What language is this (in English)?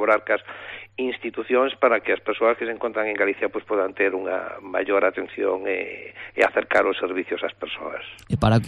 Galician